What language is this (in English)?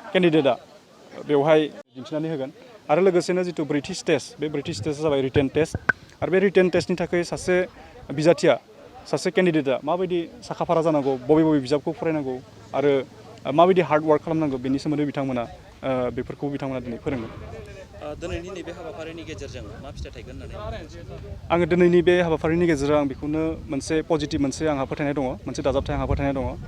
Bodo